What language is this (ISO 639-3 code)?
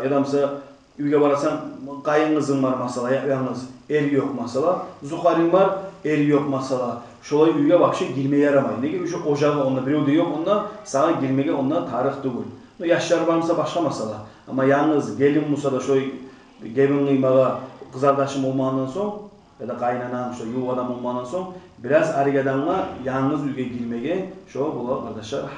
kum